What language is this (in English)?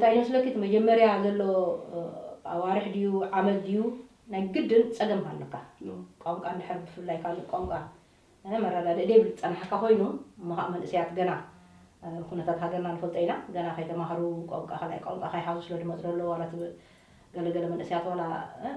Tigrinya